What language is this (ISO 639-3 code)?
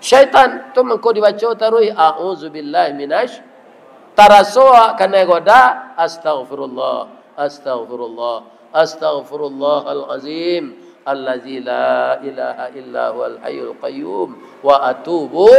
min